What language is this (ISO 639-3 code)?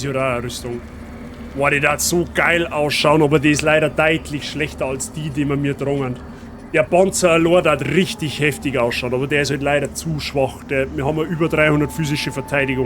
bar